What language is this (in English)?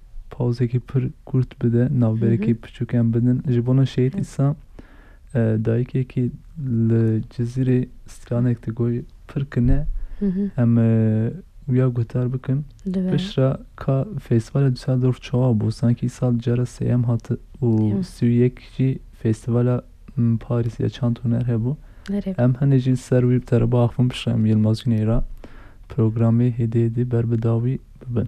Kurdish